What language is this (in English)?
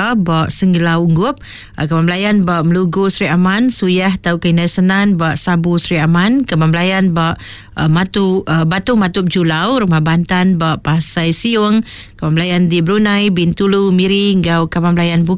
Iban